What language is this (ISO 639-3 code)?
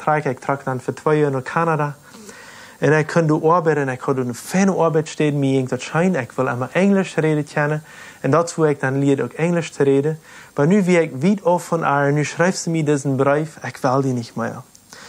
pdt